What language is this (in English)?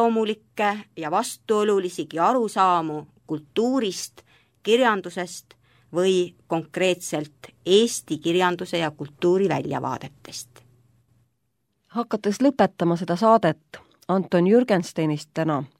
Estonian